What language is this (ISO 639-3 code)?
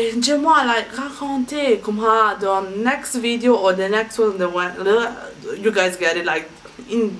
mfe